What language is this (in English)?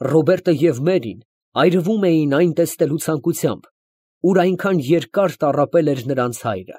Armenian